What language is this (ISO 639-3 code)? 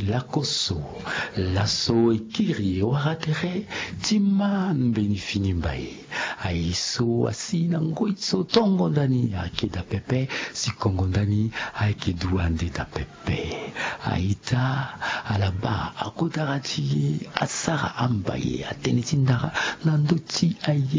sag